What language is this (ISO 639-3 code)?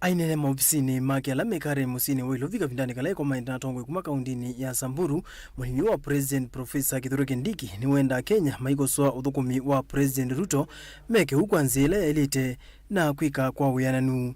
kam